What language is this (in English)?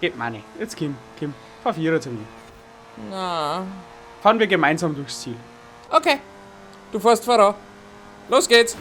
Bavarian